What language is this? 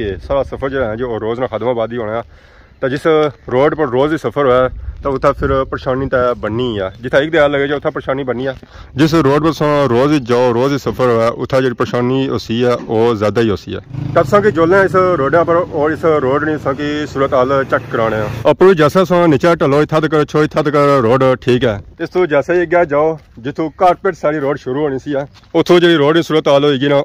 Pahari-Potwari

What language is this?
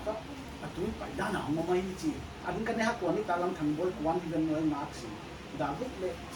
Paite Chin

